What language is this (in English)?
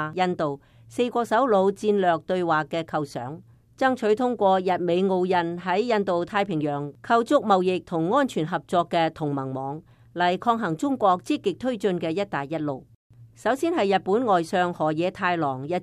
Cantonese